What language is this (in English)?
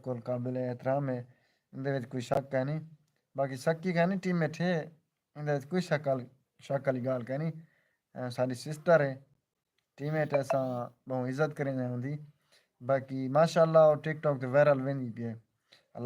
Saraiki